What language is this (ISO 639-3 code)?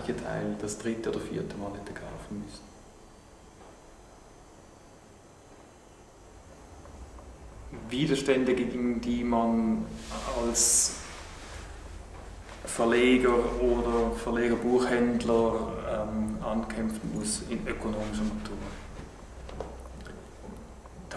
deu